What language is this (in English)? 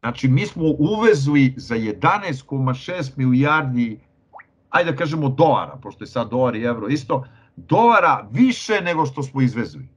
Serbian